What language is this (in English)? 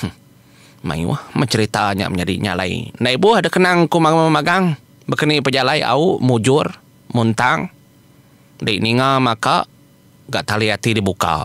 Iban